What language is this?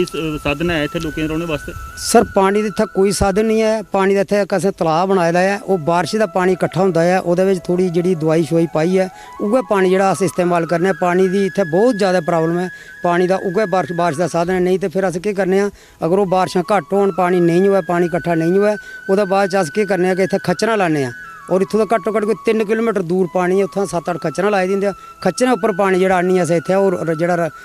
Dogri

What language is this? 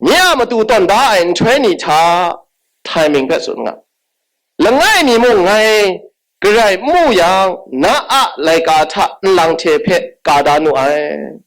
Kachin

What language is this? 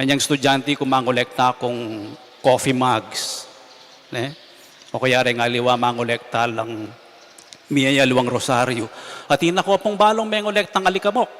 Pampanga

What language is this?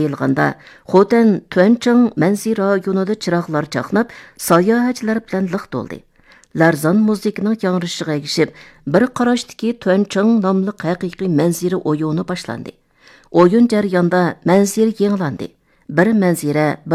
Uyghur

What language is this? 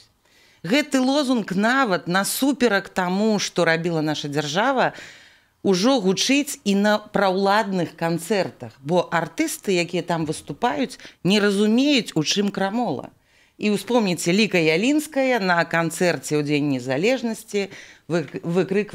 Belarusian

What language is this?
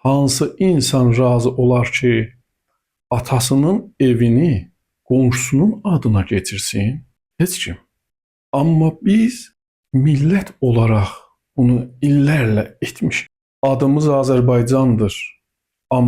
Azerbaijani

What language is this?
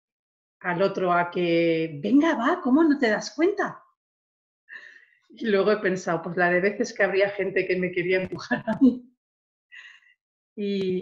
Spanish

